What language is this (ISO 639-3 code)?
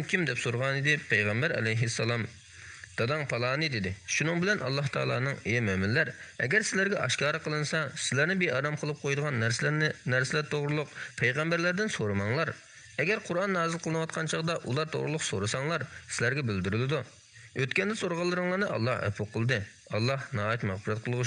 uig